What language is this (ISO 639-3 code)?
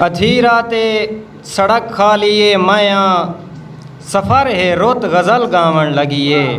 skr